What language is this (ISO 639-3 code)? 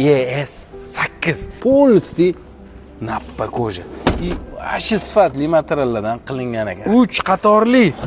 uzb